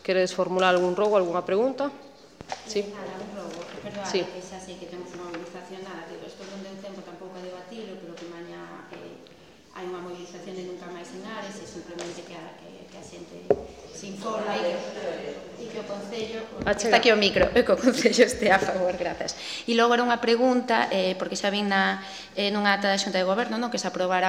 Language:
Galician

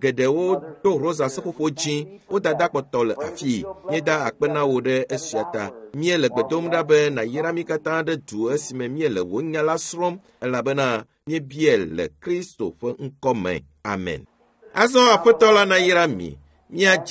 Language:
Ewe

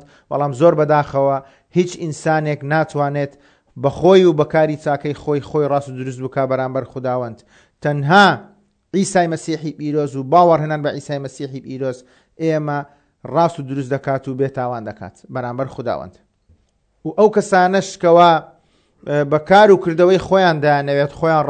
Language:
Central Kurdish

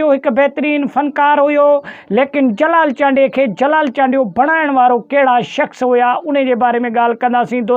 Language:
Sindhi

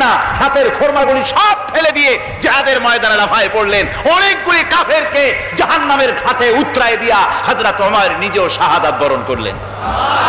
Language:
Bangla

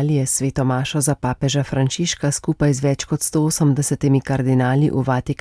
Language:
Slovenian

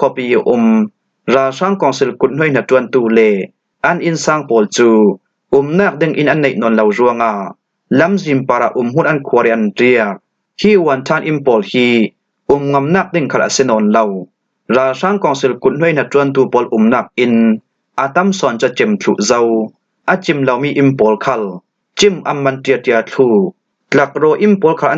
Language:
Falam Chin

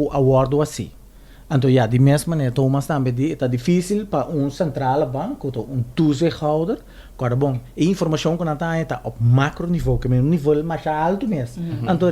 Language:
Papiamento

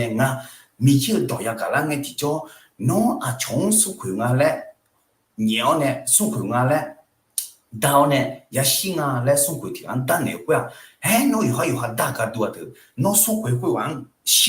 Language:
Akha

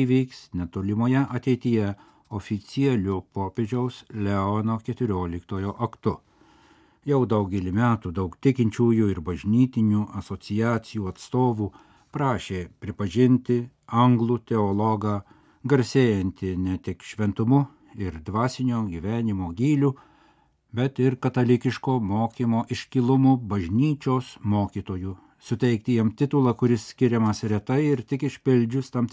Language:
Lithuanian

